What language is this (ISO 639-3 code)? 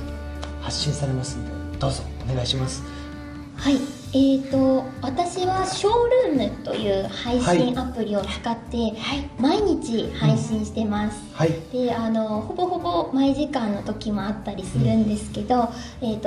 jpn